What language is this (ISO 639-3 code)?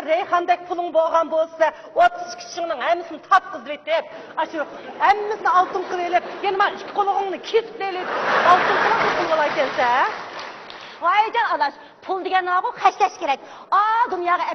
uig